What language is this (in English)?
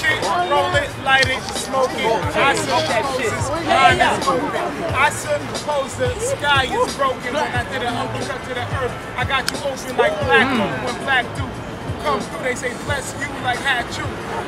English